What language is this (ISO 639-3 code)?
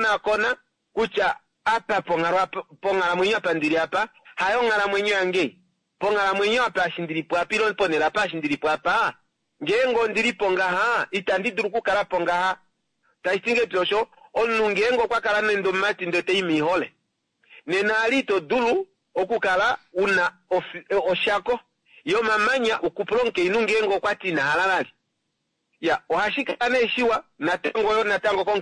kua